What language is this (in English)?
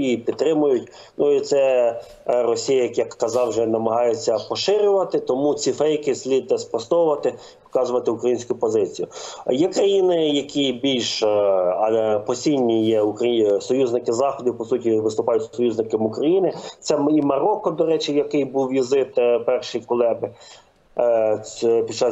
Ukrainian